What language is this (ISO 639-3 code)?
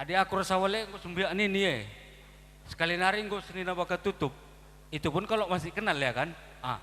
btx